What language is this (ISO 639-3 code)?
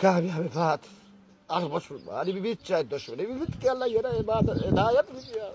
bal